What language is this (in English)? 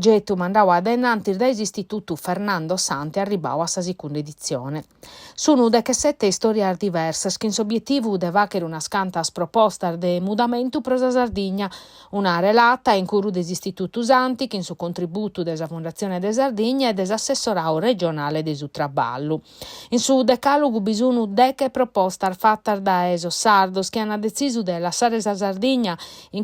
Sardinian